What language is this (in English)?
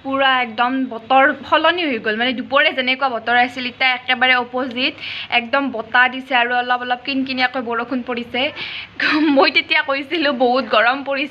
Assamese